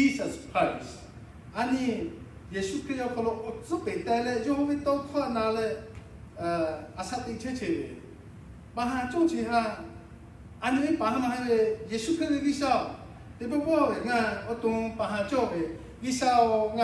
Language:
Lahu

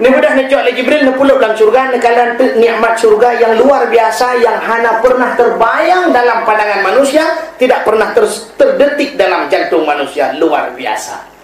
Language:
Achinese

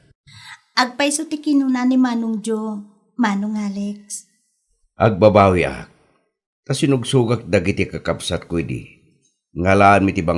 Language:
Iloko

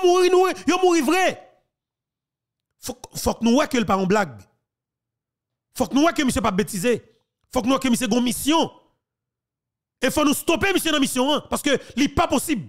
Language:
Haitian Creole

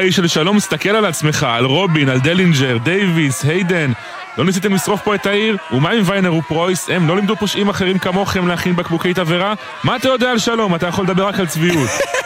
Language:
Hebrew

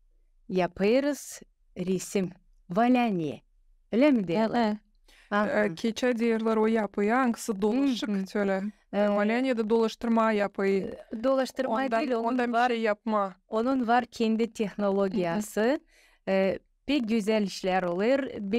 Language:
Gagauz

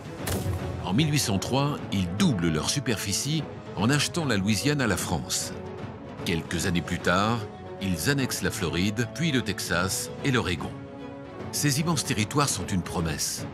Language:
French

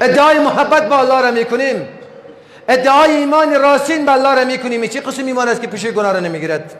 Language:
Persian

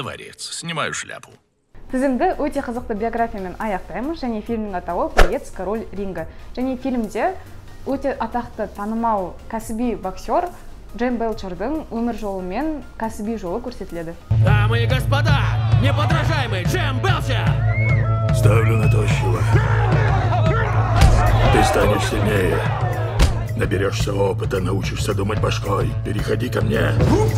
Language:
Kazakh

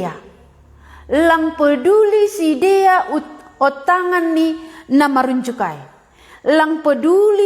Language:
Batak Simalungun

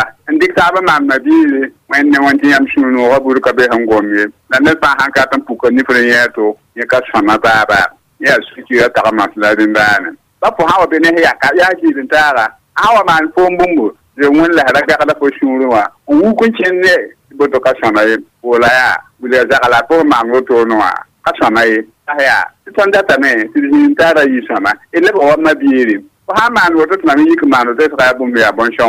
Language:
Mossi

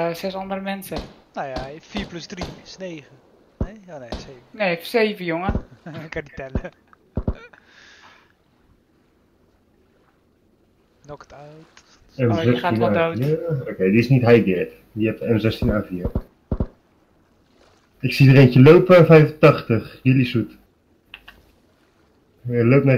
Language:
Dutch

